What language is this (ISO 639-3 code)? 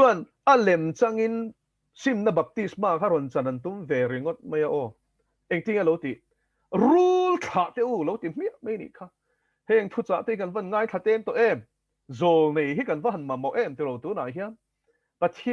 lus